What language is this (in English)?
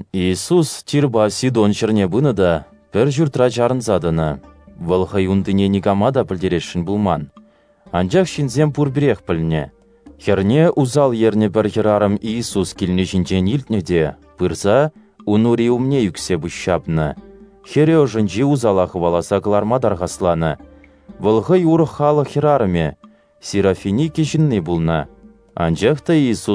Chuvash